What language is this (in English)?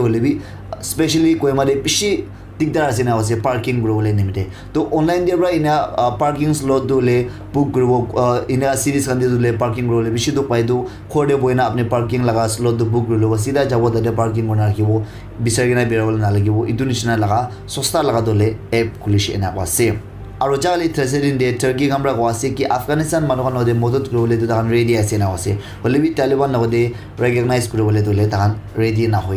Naga Pidgin